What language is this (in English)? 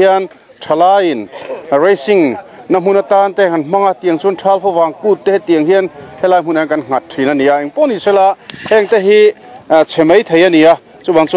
Mizo